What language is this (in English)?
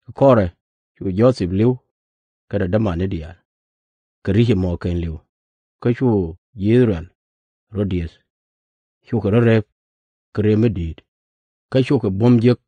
Nuer